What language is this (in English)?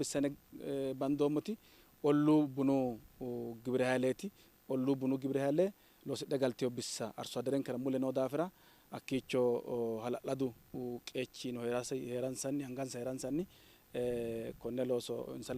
Sidamo